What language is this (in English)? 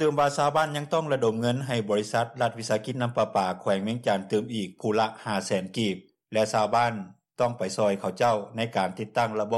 Lao